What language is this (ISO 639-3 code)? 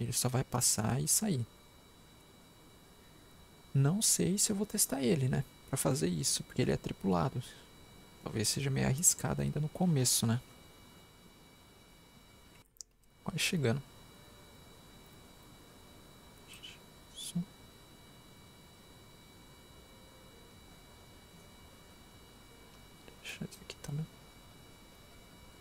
por